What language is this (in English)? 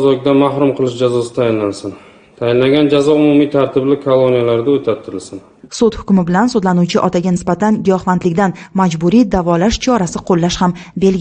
Uzbek